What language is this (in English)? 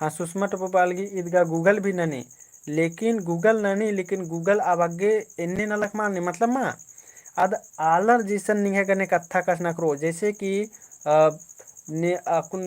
Kurukh